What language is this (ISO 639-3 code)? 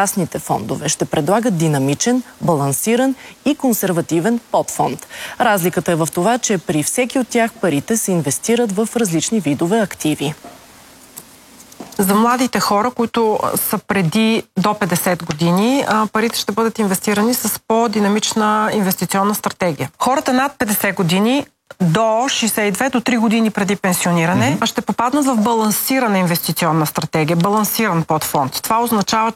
bul